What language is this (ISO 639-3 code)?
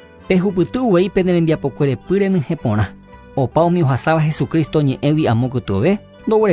grn